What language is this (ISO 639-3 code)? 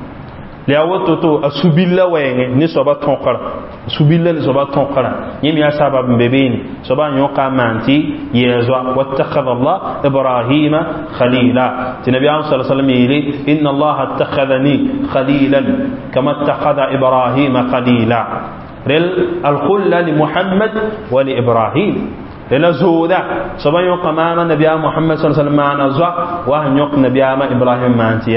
mos